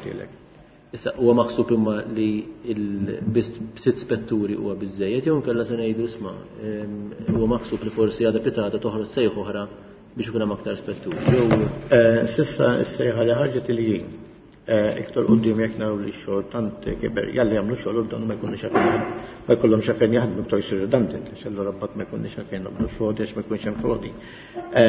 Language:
Maltese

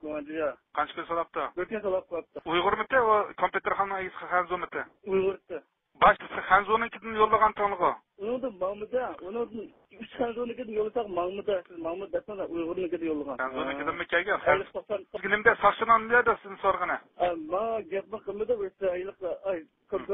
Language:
Uyghur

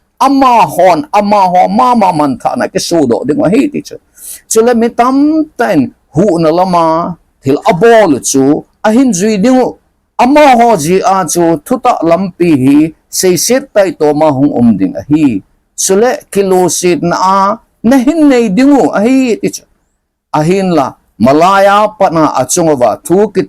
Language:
Thado Chin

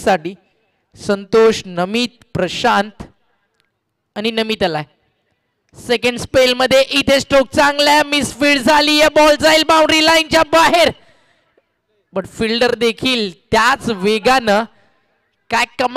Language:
Marathi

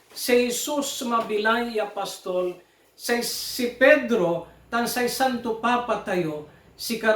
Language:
Pangasinan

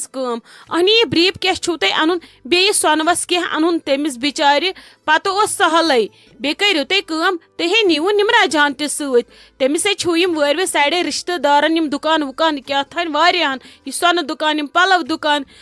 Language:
Kashmiri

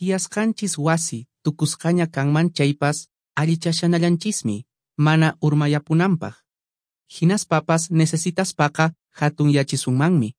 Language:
Quechua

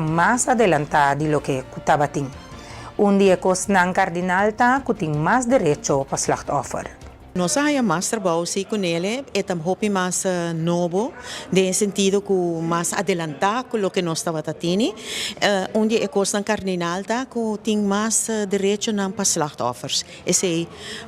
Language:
Papiamento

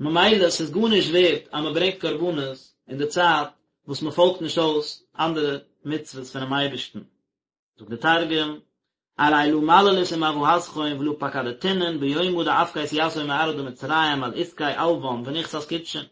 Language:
Yiddish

